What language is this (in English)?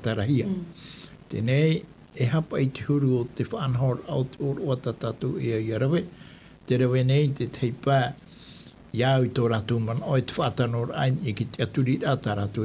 Tahitian